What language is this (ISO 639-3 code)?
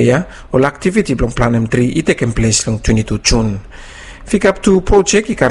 bis